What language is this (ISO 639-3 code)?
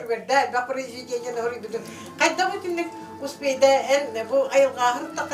sah